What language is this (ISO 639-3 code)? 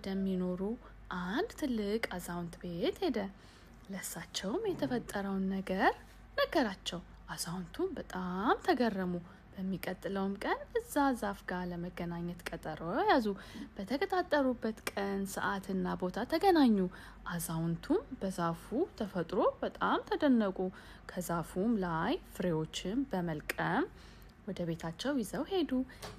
amh